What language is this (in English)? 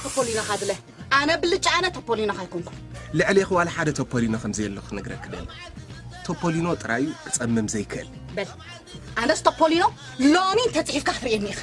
Tigrinya